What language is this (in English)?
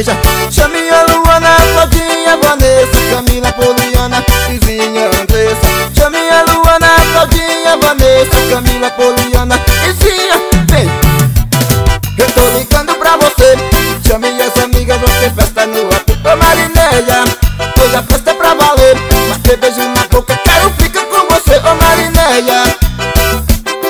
Portuguese